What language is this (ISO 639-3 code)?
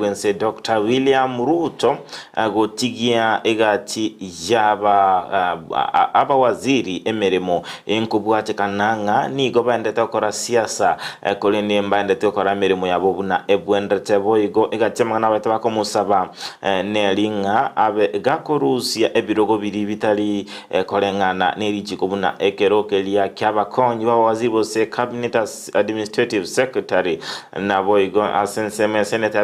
guz